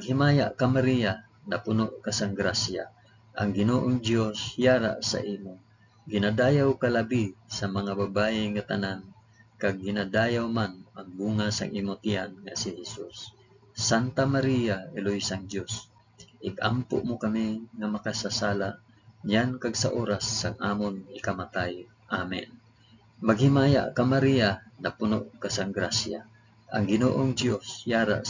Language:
Hiligaynon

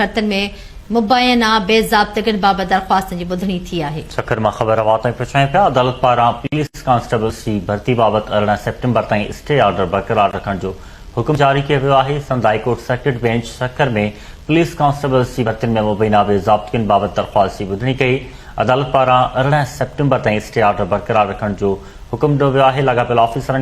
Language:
Sindhi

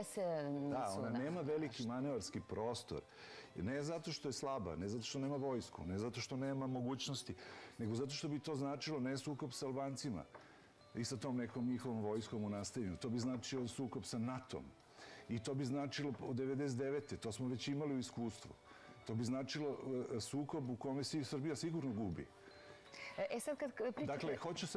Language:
Serbian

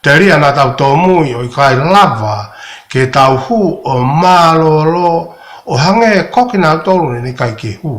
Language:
Tongan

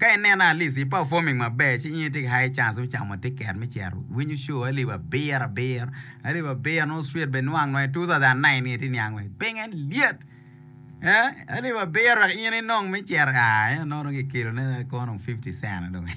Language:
Acoli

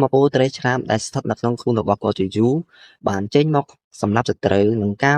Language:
Khmer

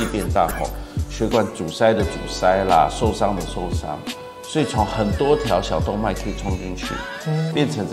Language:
Chinese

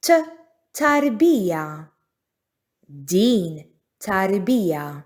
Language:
Maltese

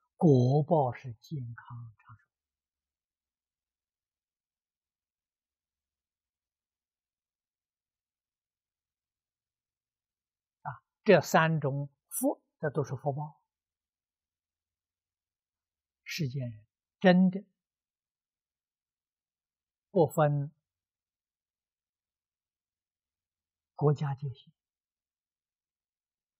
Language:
Chinese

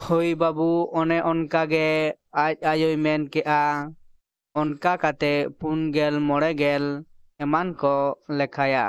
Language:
Santali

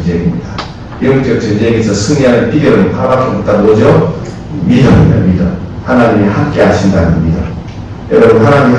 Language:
Korean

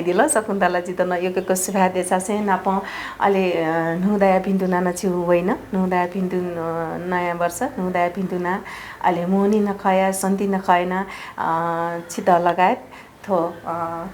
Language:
Newari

